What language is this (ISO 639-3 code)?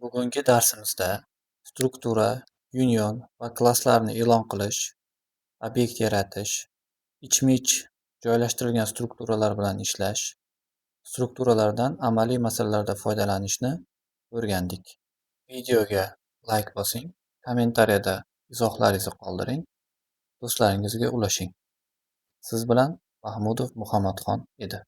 uzb